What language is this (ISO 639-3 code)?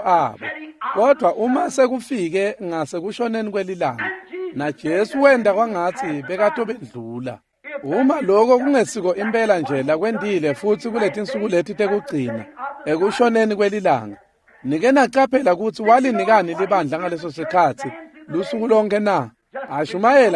ssw